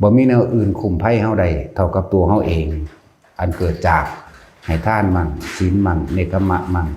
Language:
Lao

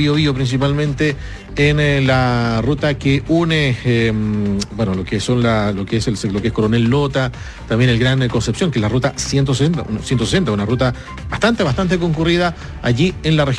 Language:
Spanish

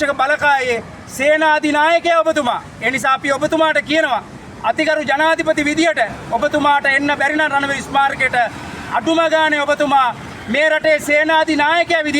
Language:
Sinhala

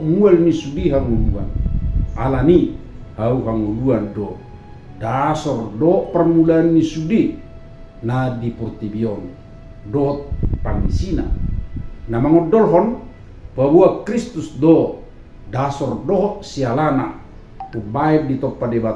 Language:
Batak Toba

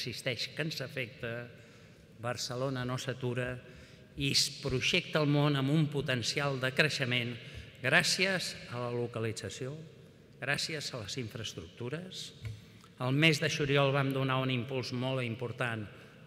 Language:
Catalan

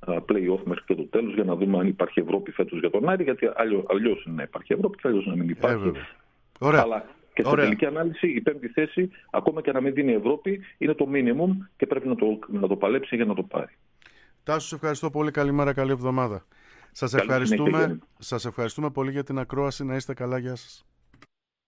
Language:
Greek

